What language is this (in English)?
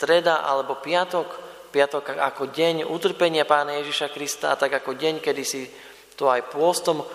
Slovak